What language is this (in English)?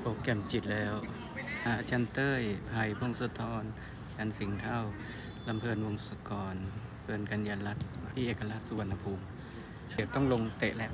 Lao